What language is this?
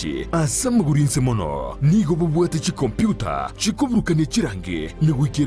Gusii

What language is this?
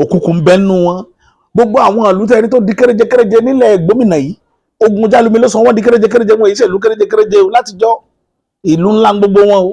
Yoruba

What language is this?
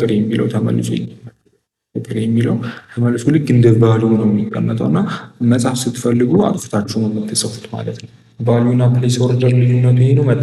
Amharic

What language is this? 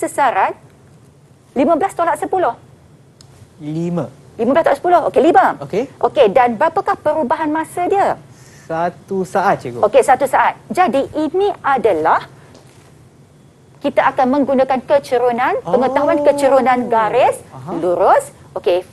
Malay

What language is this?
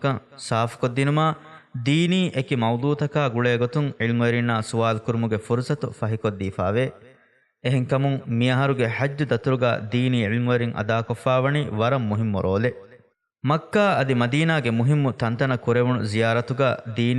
Divehi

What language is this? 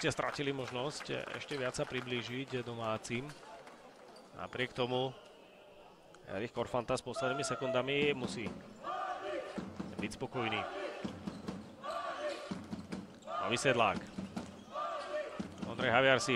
Slovak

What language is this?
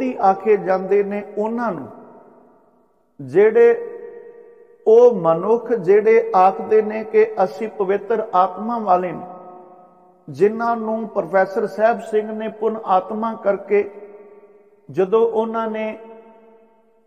Punjabi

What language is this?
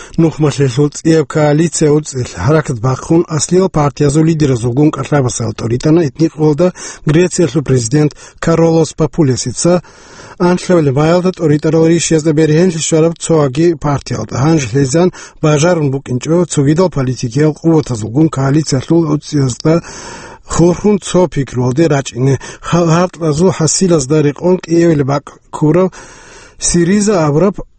Avaric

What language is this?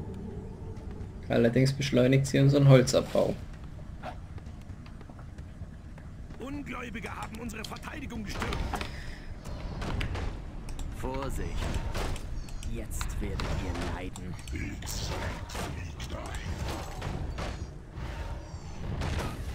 German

